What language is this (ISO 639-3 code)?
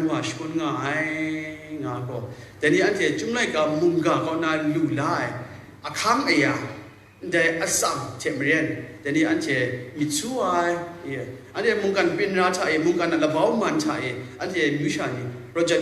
kac